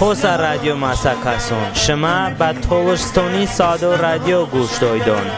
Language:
Talysh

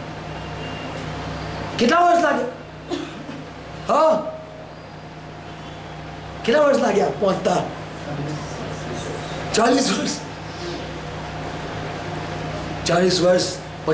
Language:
Gujarati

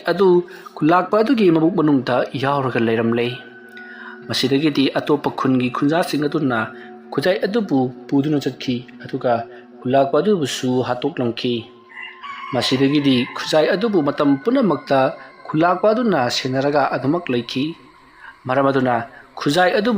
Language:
Manipuri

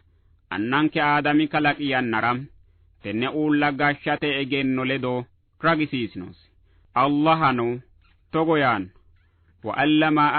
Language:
Sidamo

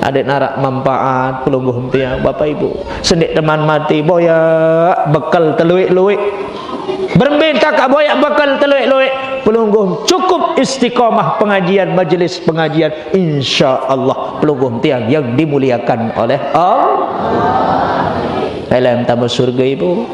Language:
Sasak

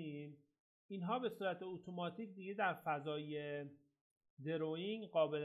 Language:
Persian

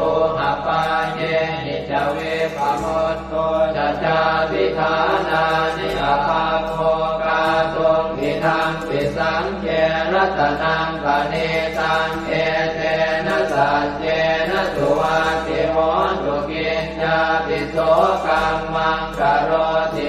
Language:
Pali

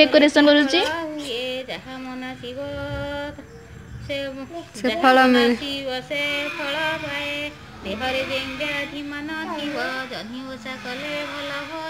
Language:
Odia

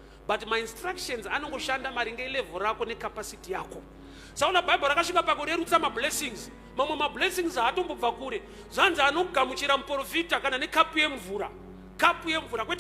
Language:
Shona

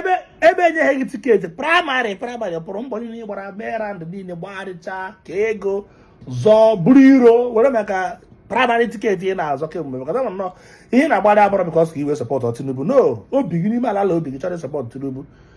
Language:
Igbo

